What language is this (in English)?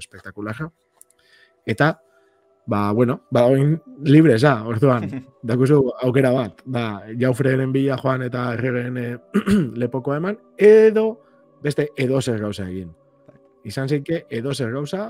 Basque